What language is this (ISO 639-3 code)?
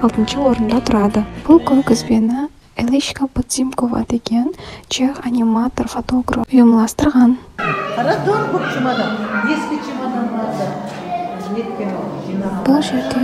kaa